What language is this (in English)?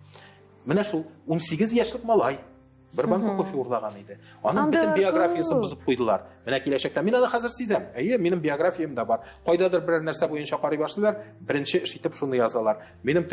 Tatar